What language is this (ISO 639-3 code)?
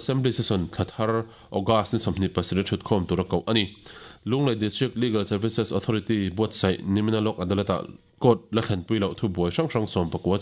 lus